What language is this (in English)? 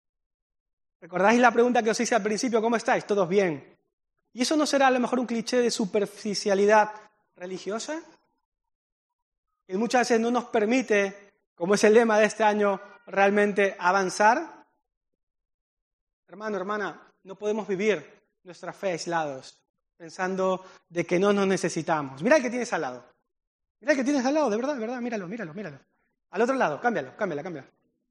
Spanish